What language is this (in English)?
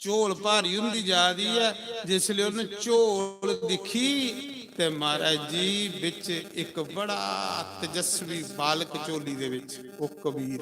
Dogri